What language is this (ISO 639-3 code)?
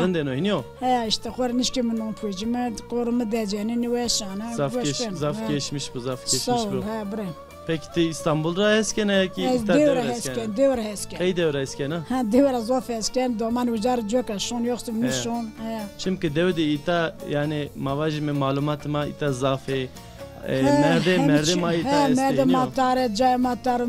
zza